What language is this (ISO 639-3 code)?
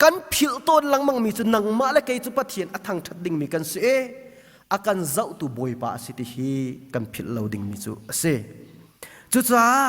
cnh